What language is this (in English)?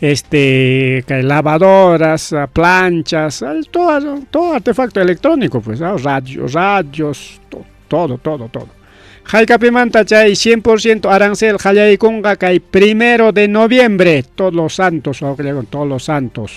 Ayacucho Quechua